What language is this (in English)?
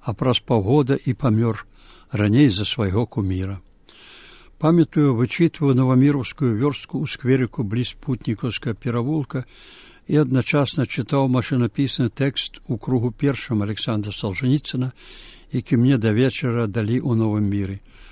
Belarusian